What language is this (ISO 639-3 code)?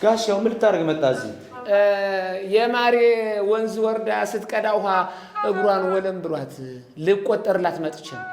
amh